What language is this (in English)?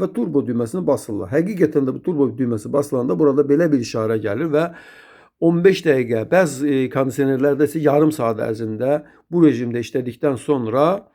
Azerbaijani